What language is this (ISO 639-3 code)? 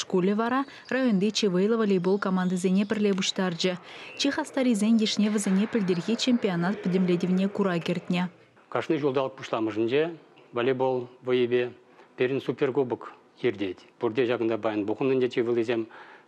chv